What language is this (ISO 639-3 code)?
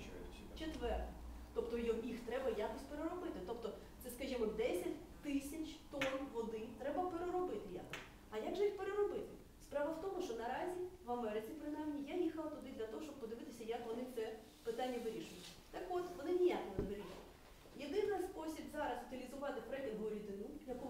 ukr